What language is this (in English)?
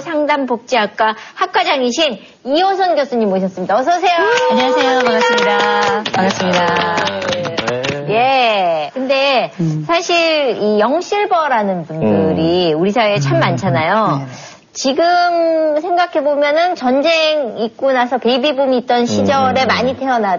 Korean